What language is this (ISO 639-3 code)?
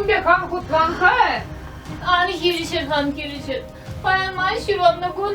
chv